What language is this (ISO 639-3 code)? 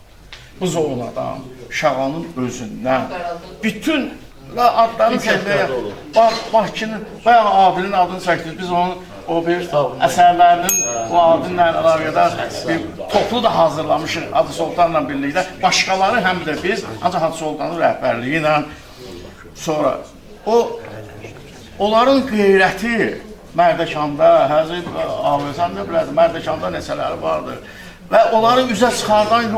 aze